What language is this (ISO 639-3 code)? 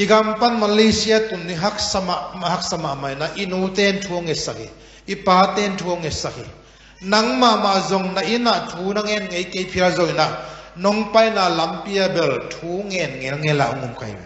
ctd